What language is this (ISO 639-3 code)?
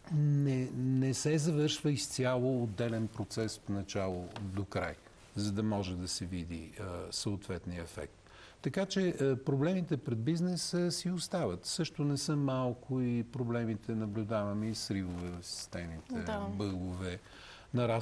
bul